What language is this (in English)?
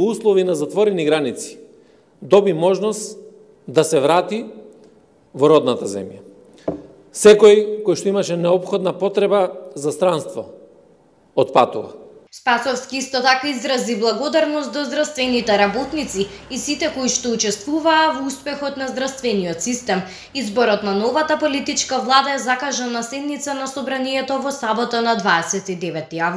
Macedonian